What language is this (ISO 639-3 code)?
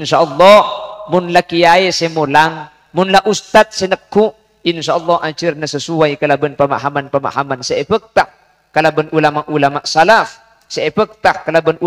mad